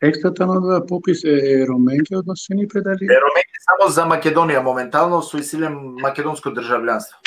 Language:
Balkan Romani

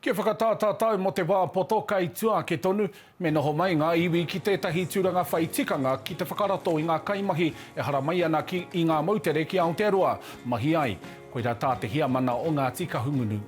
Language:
Māori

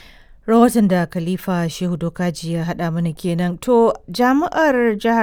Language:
Hausa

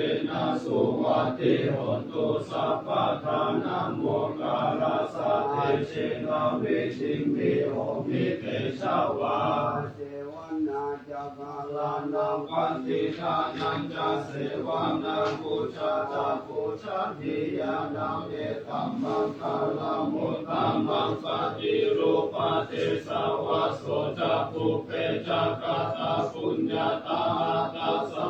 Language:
Pali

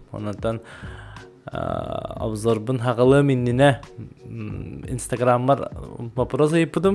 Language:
Yakut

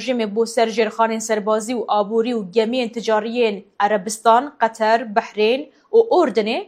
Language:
Kurdish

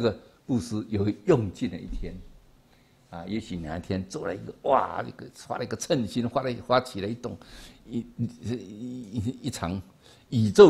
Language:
Chinese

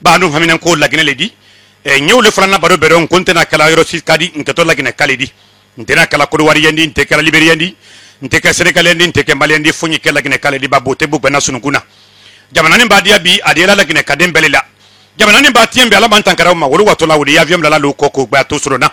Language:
Bambara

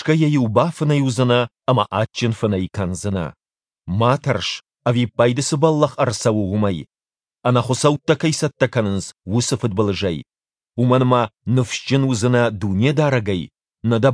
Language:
Ossetic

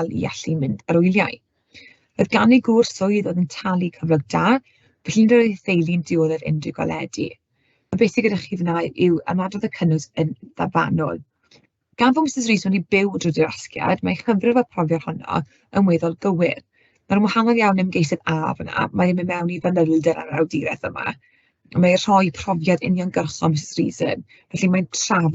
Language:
Welsh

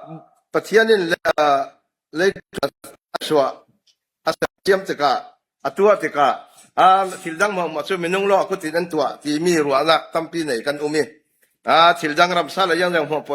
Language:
Falam Chin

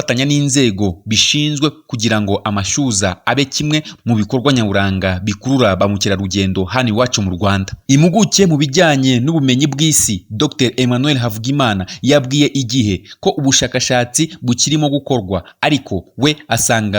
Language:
Kinyarwanda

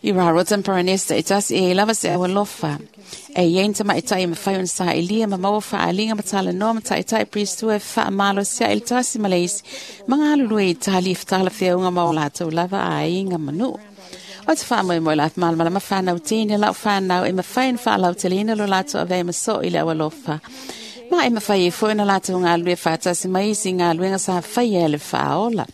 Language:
Samoan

